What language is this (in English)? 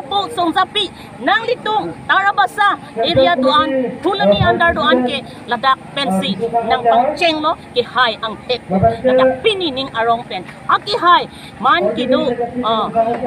Karbi